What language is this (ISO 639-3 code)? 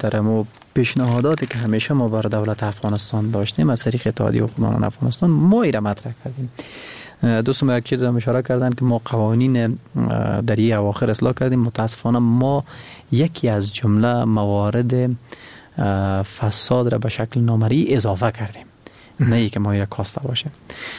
fas